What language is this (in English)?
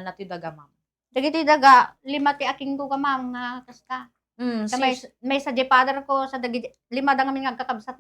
Iloko